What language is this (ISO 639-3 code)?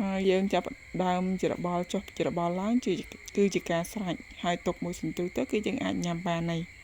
khm